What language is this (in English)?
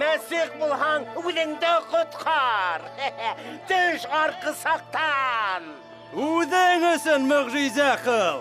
Bashkir